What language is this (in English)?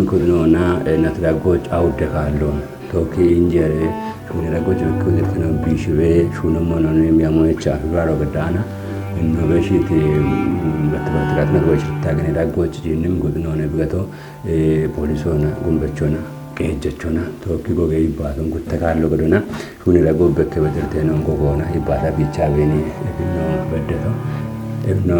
Kafa